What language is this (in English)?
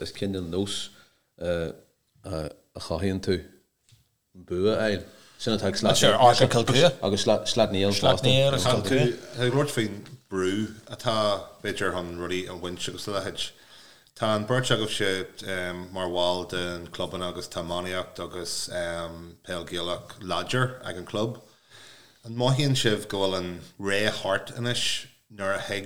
Irish